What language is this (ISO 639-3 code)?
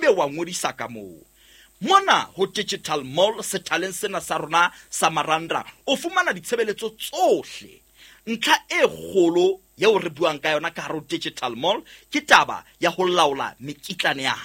sot